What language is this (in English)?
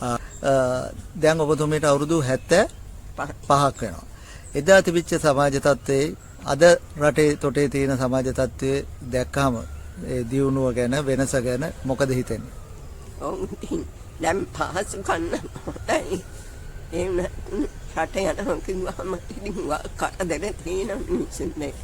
Sinhala